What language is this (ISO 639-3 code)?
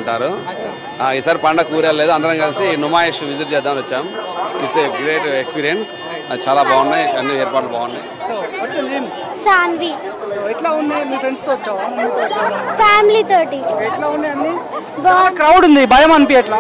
tel